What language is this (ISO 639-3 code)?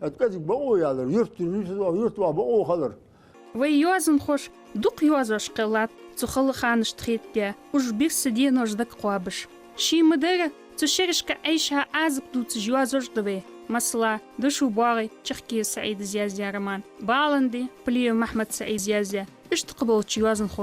inh